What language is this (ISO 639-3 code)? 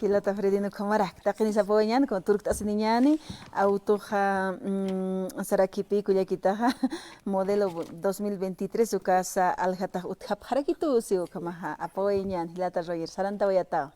aym